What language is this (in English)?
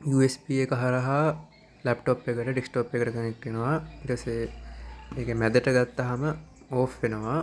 Sinhala